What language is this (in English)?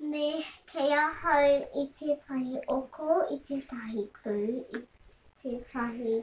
Māori